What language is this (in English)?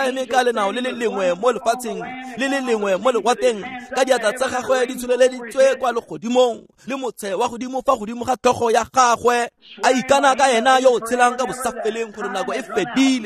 Tswana